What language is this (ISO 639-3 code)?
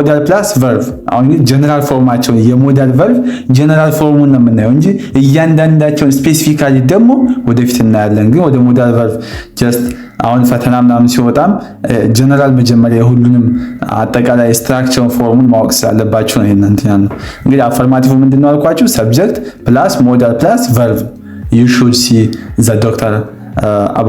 amh